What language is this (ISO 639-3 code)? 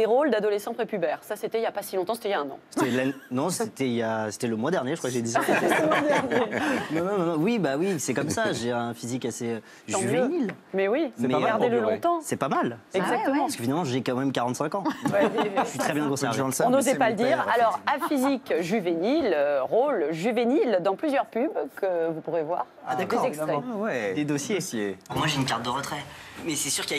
fra